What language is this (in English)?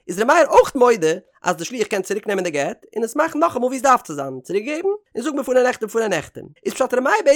Yiddish